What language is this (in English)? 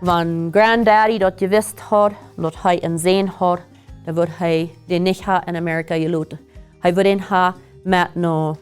Plautdietsch